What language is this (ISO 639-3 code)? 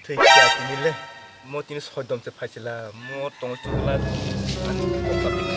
trp